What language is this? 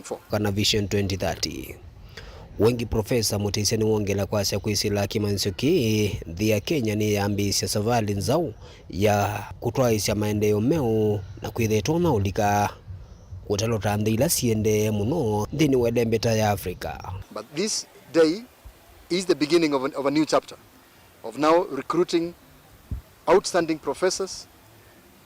Kamba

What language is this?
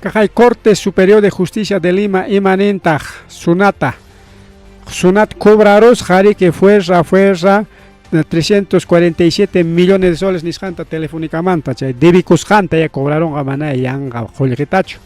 Ayacucho Quechua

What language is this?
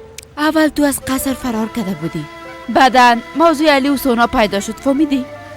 Persian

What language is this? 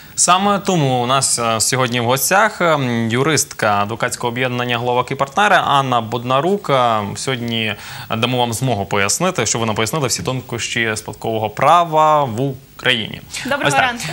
Ukrainian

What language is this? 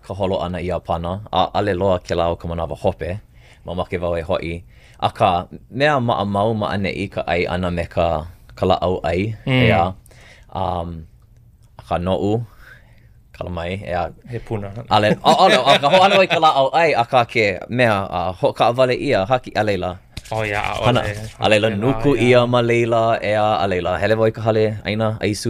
Hawaiian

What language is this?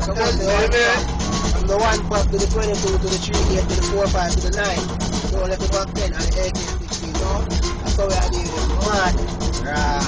Jamaican Creole English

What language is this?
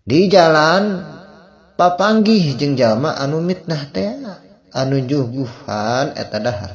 Sundanese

